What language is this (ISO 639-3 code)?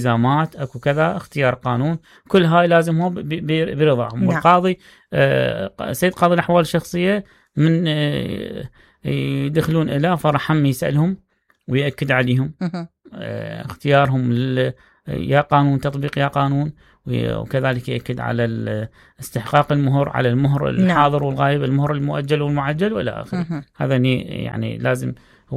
acm